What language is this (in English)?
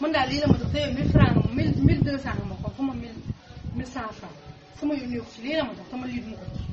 Wolof